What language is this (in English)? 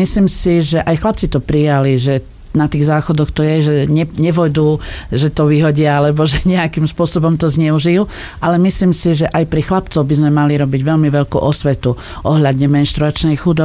Slovak